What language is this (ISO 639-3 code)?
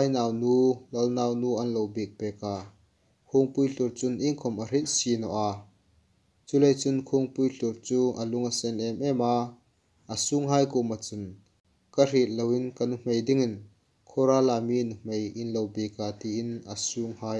hmr